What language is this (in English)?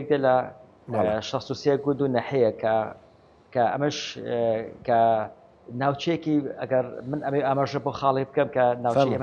Central Kurdish